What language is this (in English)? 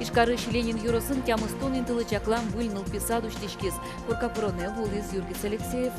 Udmurt